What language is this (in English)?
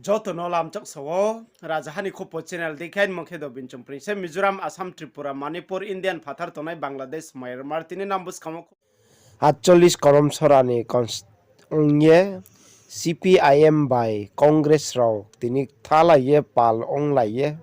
Riang (India)